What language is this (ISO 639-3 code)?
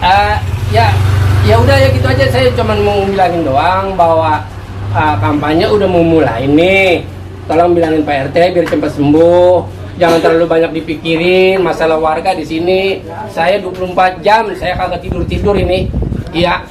bew